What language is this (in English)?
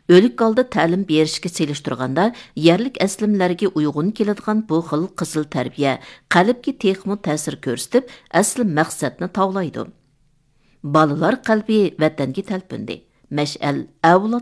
Uyghur